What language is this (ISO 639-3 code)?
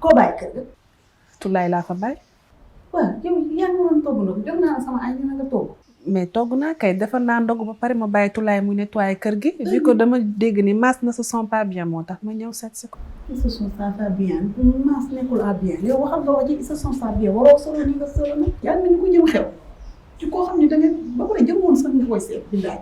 wol